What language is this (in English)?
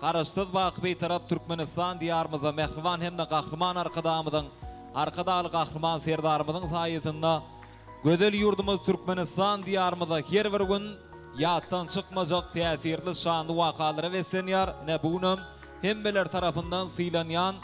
Turkmen